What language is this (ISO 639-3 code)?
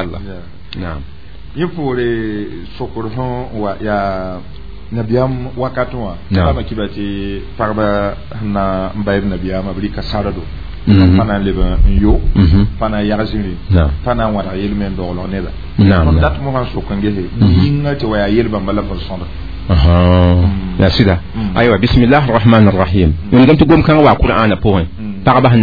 mos